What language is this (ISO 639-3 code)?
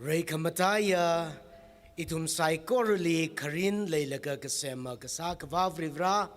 nmf